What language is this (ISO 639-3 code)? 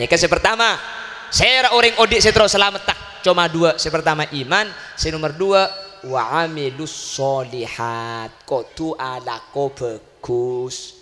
mad